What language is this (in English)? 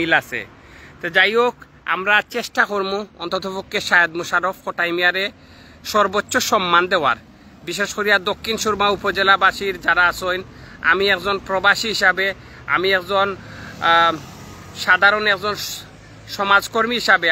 Sylheti